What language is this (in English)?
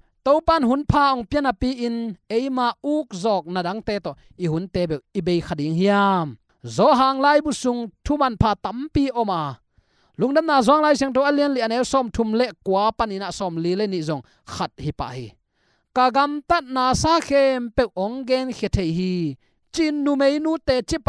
Tedim Chin